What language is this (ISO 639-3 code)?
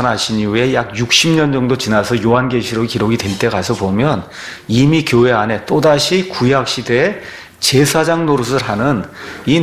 kor